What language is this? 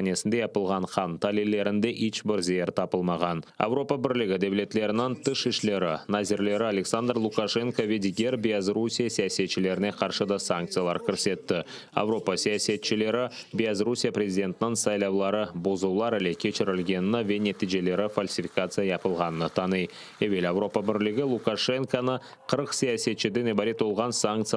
Crimean Tatar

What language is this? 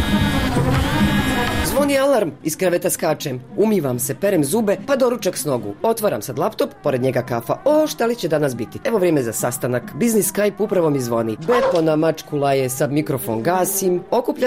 Bosnian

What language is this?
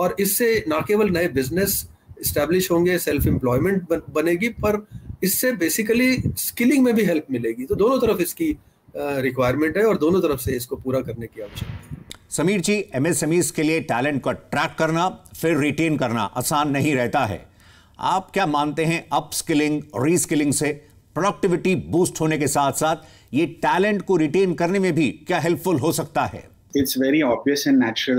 Hindi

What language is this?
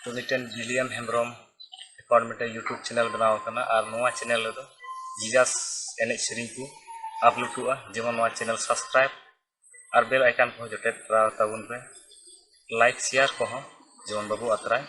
Santali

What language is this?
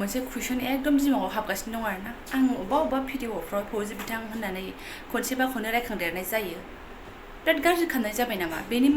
Bodo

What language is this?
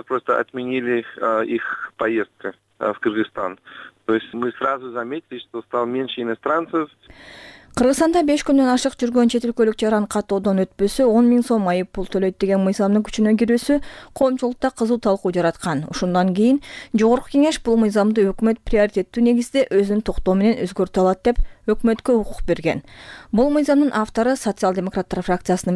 Kyrgyz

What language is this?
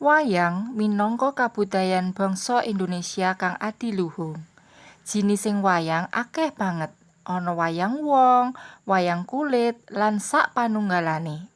Javanese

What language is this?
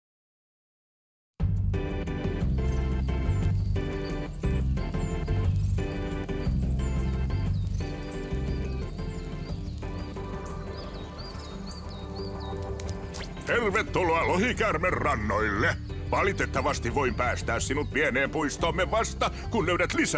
Finnish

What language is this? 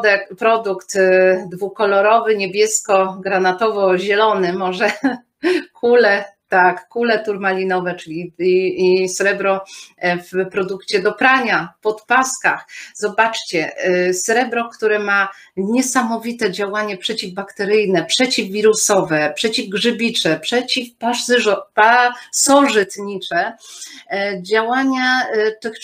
Polish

